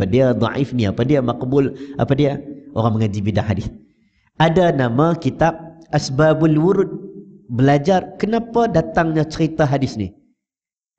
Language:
Malay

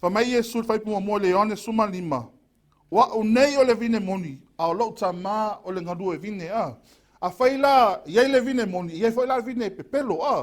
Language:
Samoan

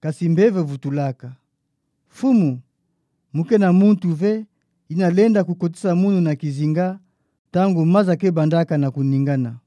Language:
Kituba (Democratic Republic of Congo)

